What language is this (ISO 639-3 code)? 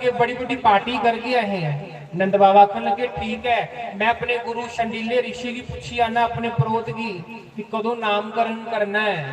doi